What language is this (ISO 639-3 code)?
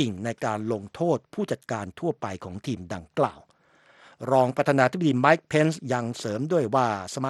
tha